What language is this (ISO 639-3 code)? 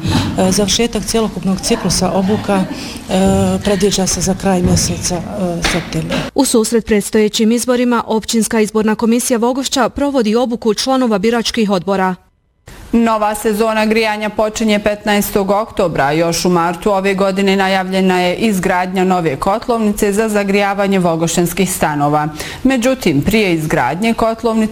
bos